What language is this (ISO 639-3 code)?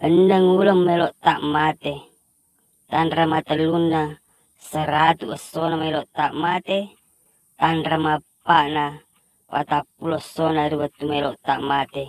bug